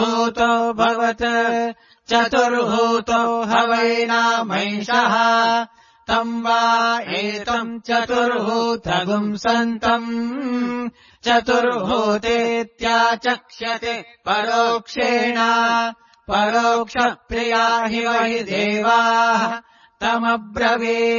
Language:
Sanskrit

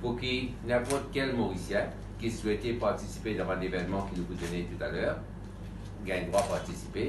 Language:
Morisyen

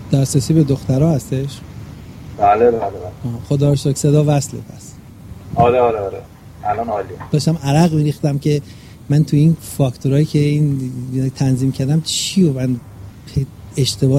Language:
Persian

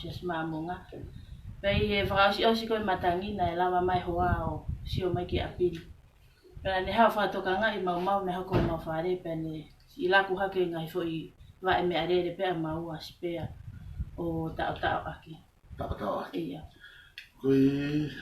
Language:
Tongan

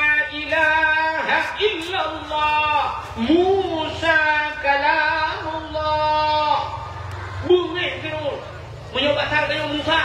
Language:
Achinese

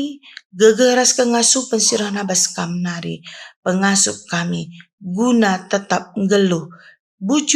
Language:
Batak Karo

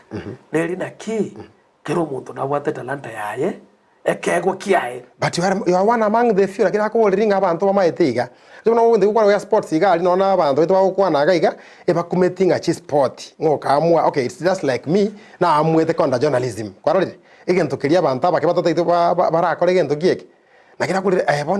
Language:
Gusii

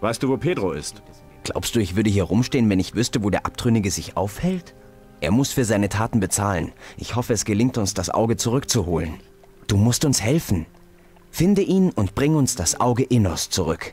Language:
Bavarian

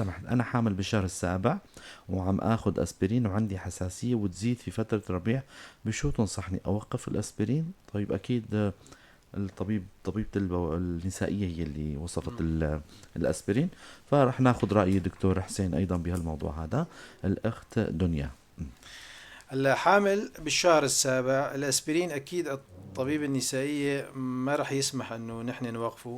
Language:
North Levantine Arabic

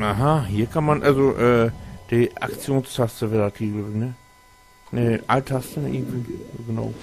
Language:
Low German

